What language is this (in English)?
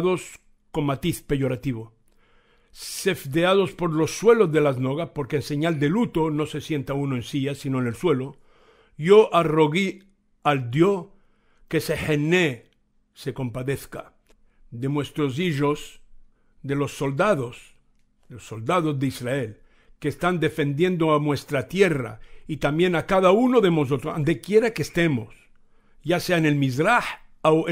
Ladino